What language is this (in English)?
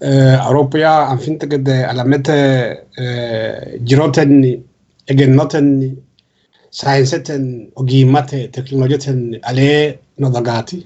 Sidamo